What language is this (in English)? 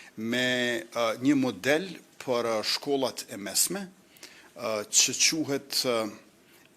Albanian